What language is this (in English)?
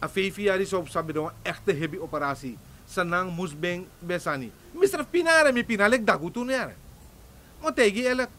Sranan Tongo